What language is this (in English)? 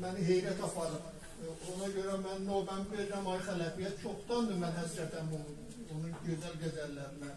South Azerbaijani